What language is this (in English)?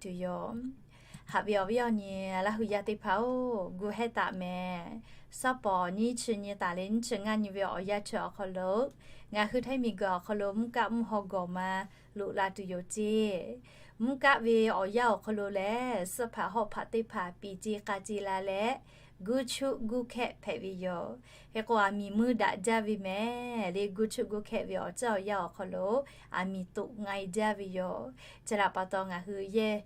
Lahu